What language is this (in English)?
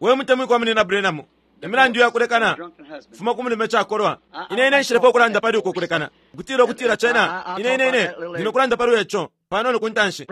Bemba